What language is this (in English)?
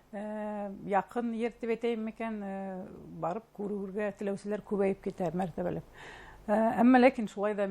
Bashkir